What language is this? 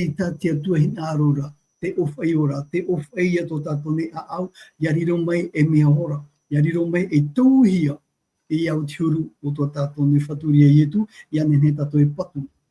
Tahitian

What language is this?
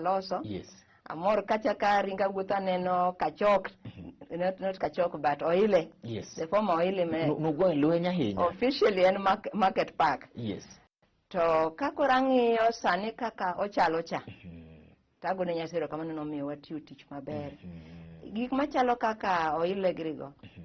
Luo (Kenya and Tanzania)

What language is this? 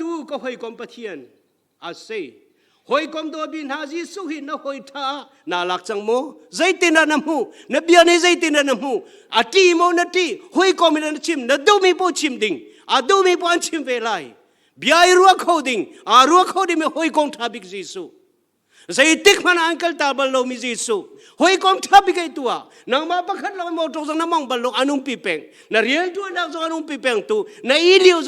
Hakha Chin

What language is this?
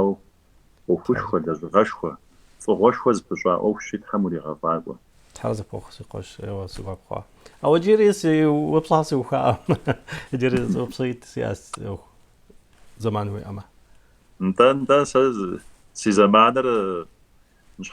Kabardian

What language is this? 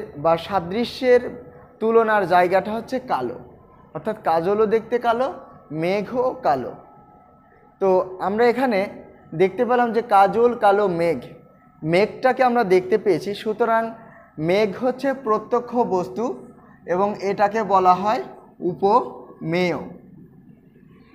Bangla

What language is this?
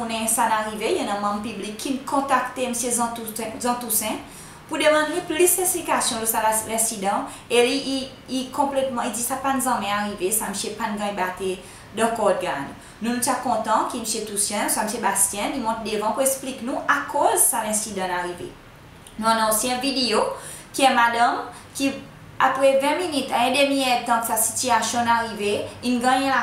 Seselwa Creole French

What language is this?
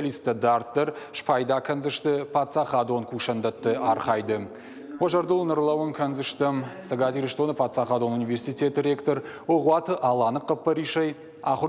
Ossetic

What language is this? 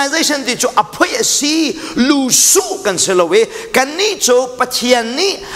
Hakha Chin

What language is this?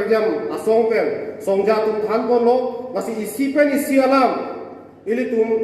Karbi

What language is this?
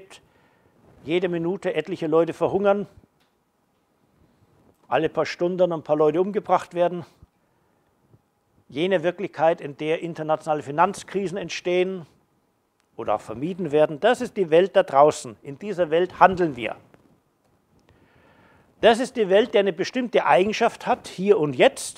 German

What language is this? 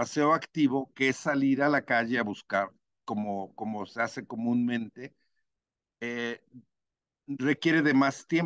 Spanish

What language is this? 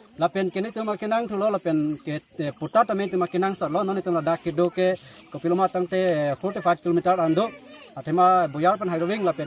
Karbi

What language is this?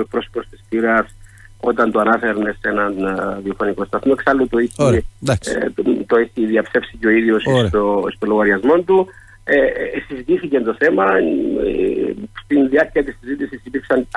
Greek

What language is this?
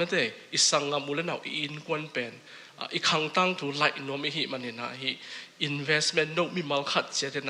Tedim Chin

